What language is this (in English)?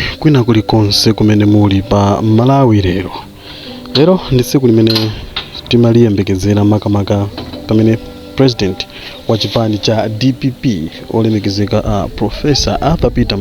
Nyanja